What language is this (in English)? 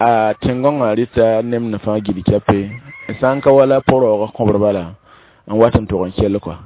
Mossi